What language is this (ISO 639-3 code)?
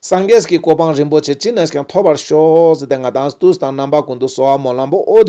lbj